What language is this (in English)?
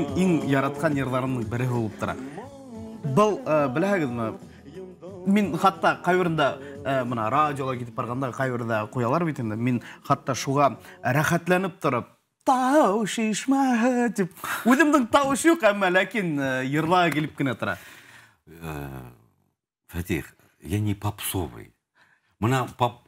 Bashkir